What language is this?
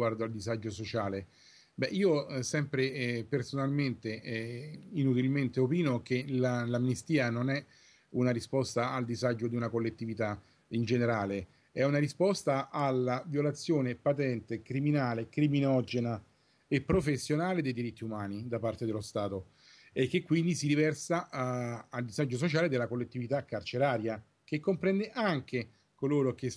Italian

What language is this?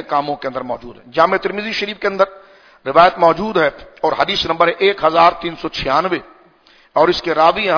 Urdu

